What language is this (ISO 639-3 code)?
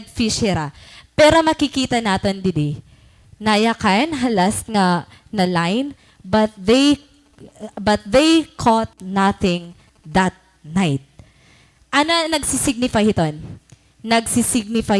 war